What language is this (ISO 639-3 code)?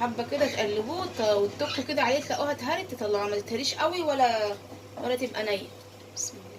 arz